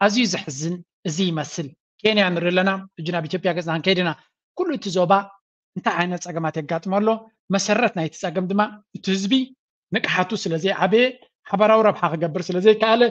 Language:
Tigrinya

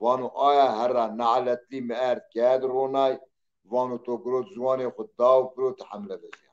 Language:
Zaza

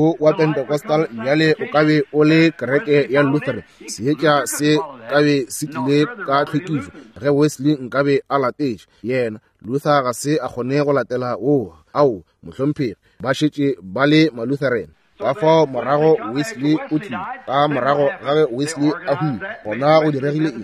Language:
Northern Sotho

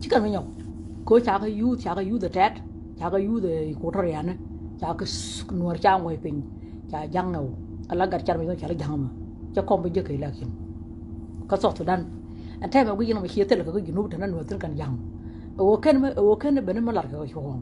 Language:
Nuer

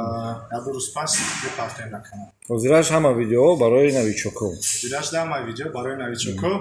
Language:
Tajik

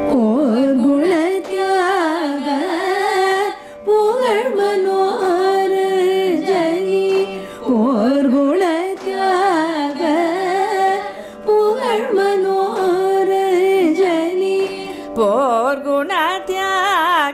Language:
Tamil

